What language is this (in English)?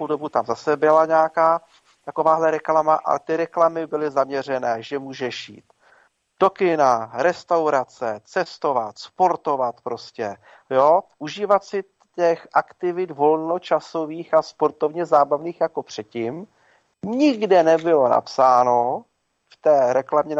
Czech